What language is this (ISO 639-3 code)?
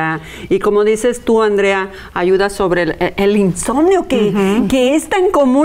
spa